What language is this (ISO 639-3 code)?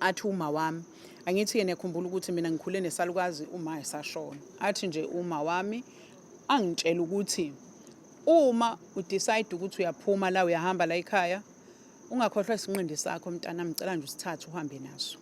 zul